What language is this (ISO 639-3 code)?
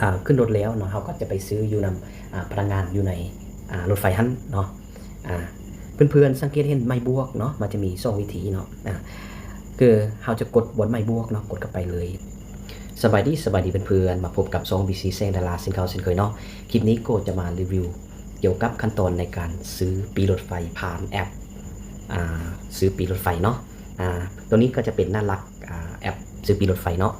lao